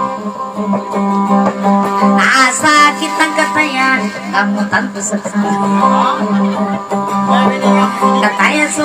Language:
Indonesian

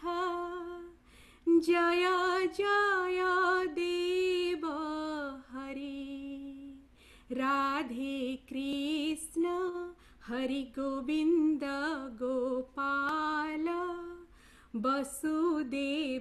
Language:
Odia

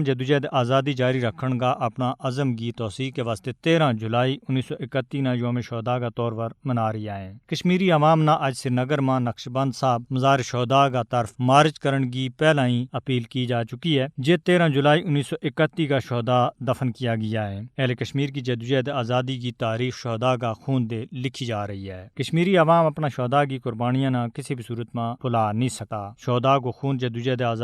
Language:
Gujari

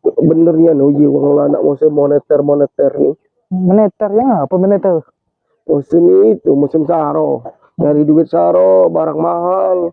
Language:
Musi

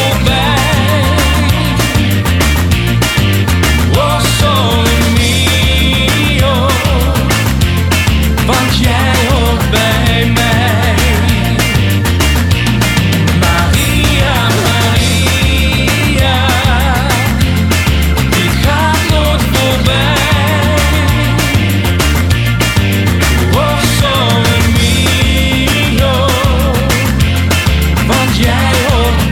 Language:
Dutch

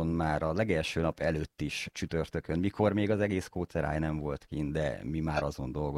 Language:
Hungarian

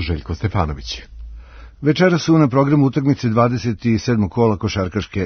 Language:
Serbian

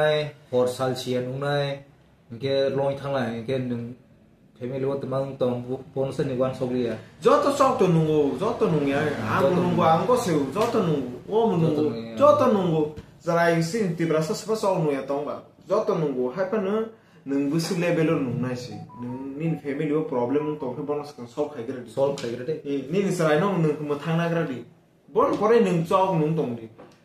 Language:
Kok Borok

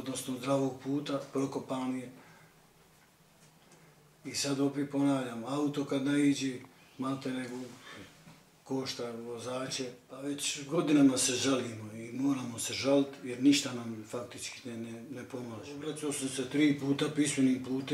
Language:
Bosnian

